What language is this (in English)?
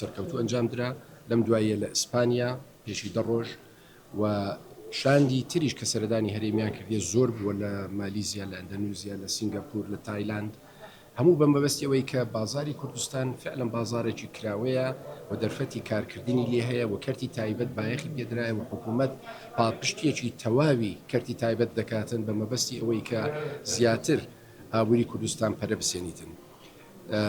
Central Kurdish